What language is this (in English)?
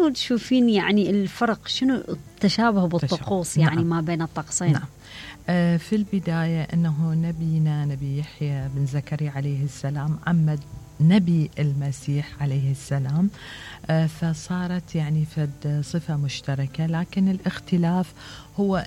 Mesopotamian Arabic